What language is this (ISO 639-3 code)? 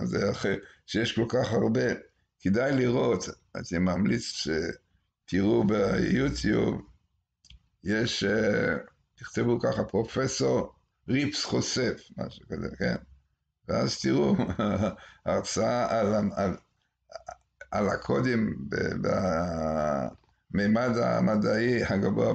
heb